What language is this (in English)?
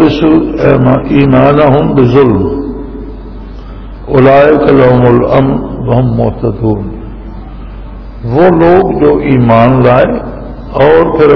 Urdu